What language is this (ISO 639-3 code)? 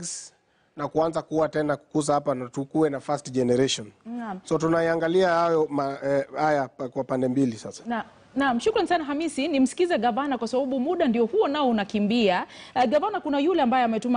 swa